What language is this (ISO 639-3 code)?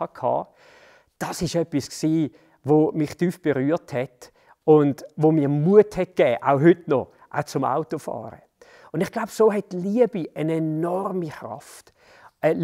gsw